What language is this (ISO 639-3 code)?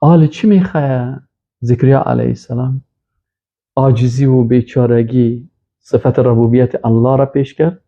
fas